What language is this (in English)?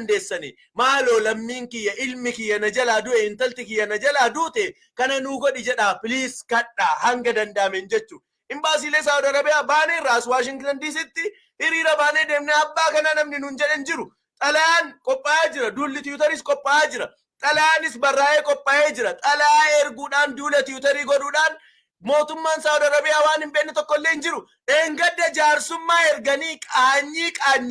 Oromo